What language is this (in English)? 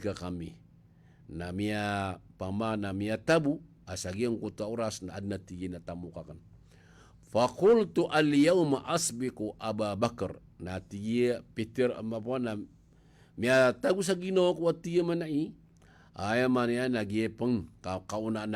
Maranao